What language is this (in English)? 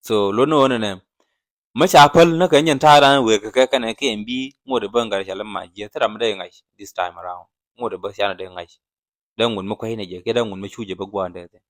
Nuer